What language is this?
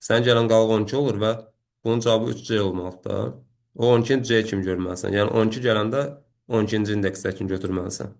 Azerbaijani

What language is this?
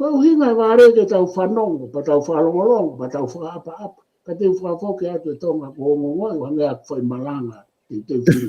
Tongan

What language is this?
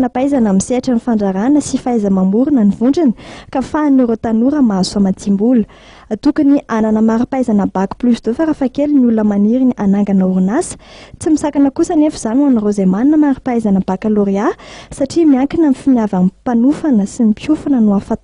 Malagasy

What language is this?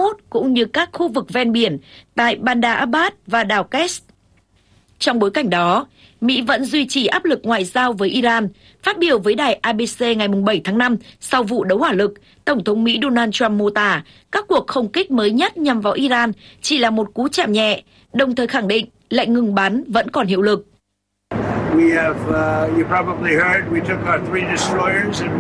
Vietnamese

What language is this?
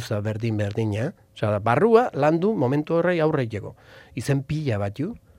Basque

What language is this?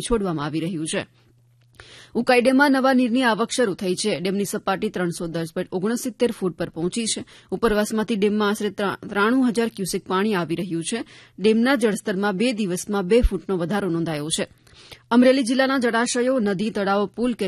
Gujarati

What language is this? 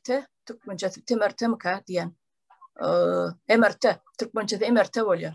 Turkmen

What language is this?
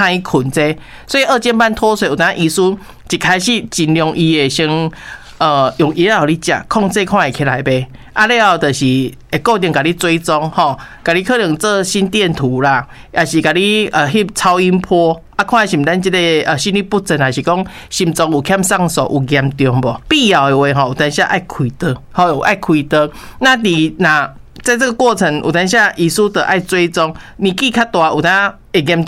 Min Nan Chinese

